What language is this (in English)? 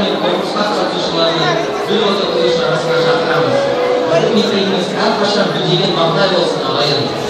Kazakh